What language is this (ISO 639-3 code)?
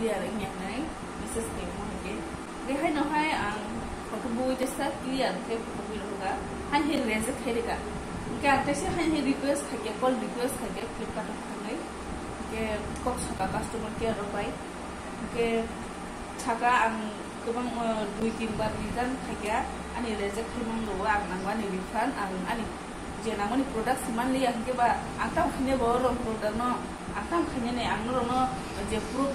trp